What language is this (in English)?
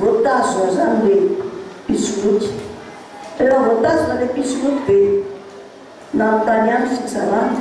Malagasy